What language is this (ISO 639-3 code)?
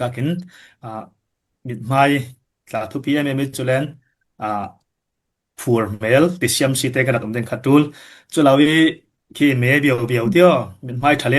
cfm